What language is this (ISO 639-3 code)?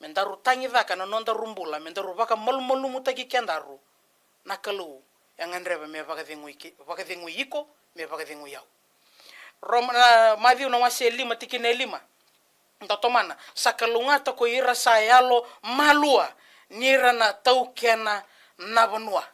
fij